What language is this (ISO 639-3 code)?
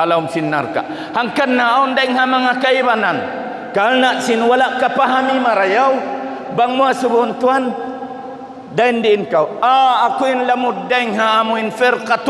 tsg